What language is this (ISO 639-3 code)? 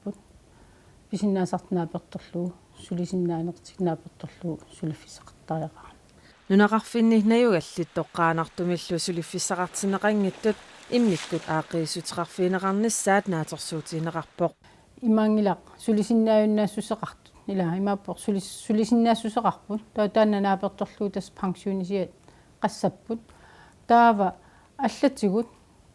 kal